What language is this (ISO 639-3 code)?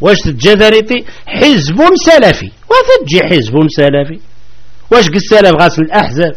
kab